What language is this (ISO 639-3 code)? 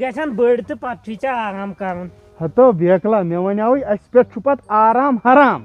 kas